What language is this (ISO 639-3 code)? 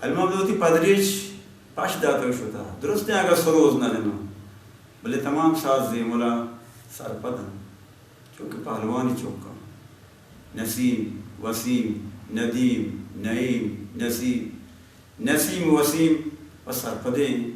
bal